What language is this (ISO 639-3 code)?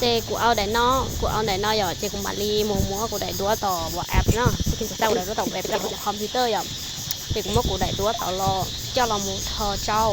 hmn